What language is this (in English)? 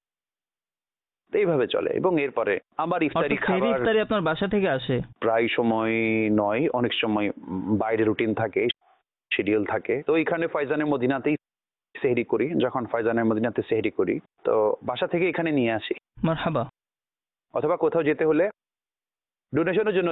Bangla